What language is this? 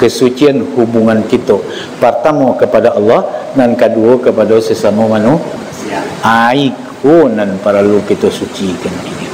Minangkabau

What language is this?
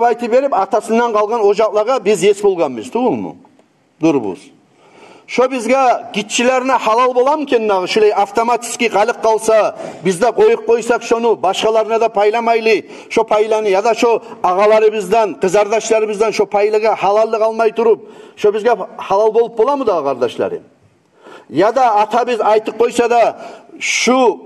Kumyk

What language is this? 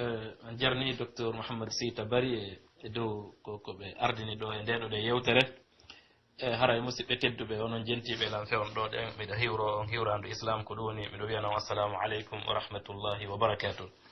Pular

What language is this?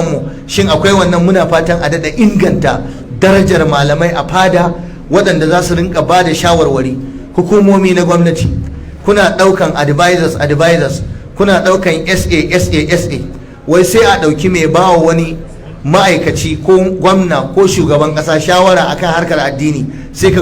Hausa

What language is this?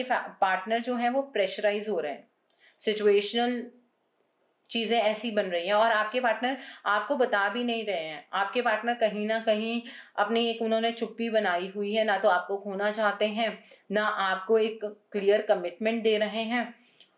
Hindi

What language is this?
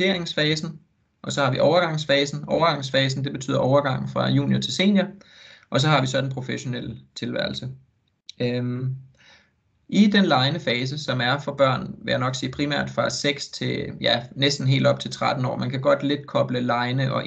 Danish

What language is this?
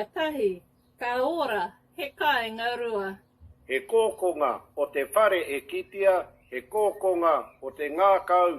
Māori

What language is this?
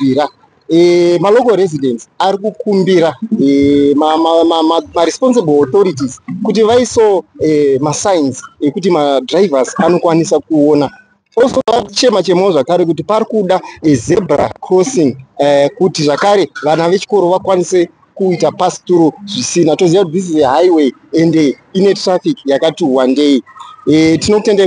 Shona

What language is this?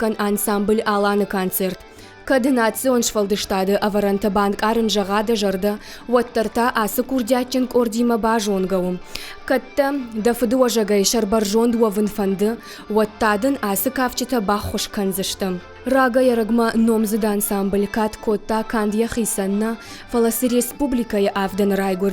Ossetic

